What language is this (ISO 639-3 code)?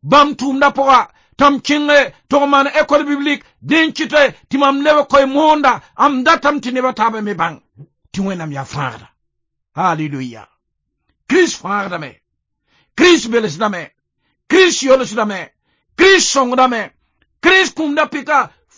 mos